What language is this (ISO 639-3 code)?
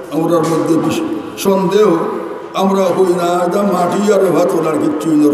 syl